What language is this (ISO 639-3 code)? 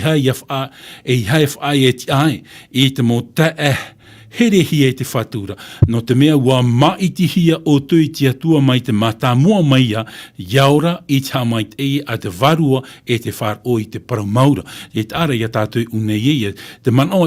tah